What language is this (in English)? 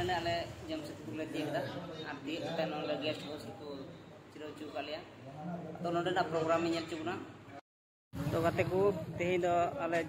Santali